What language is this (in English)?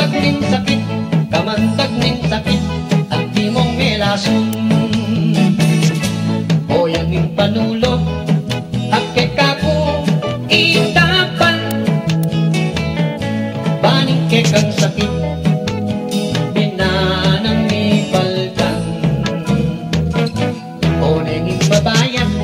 Pampanga